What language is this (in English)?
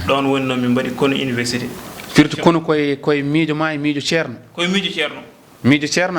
Fula